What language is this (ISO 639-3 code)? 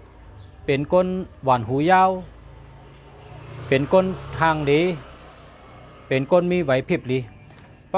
shn